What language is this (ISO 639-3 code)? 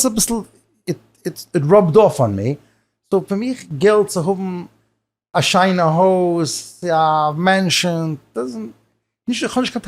yid